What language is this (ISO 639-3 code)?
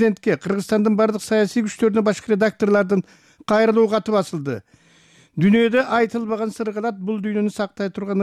kir